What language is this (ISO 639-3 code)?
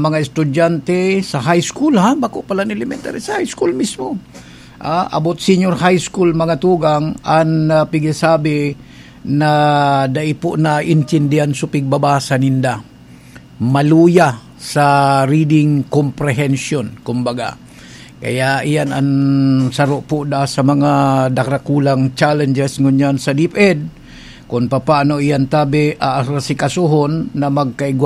bik